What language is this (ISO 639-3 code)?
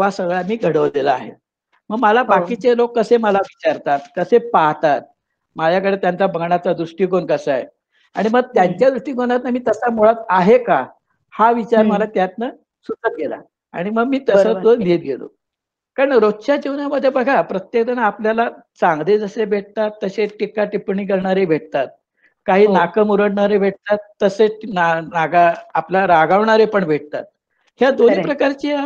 mar